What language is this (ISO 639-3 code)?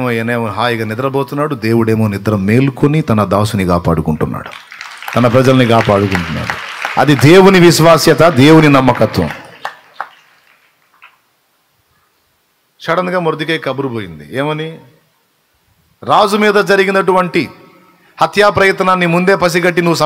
tel